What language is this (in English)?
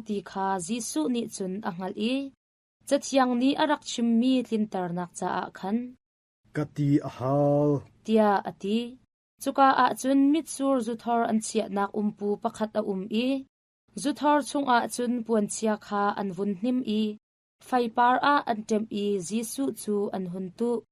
Hakha Chin